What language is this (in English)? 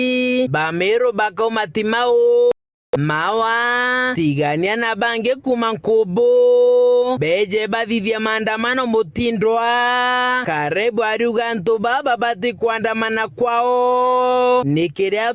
Meru